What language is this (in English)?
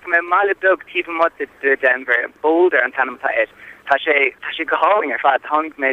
Irish